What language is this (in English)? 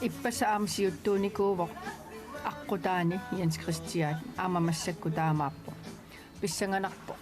Kalaallisut